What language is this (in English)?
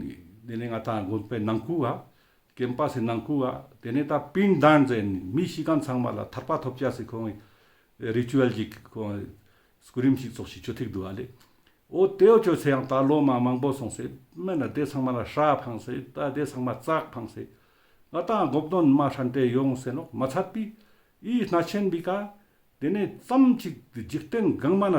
Ladakhi